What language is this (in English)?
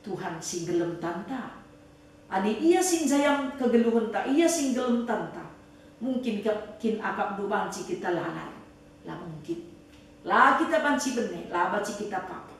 Batak Karo